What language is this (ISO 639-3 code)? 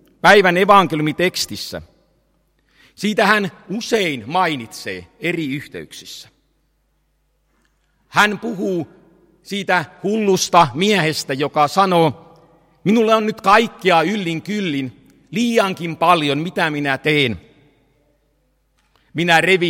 fin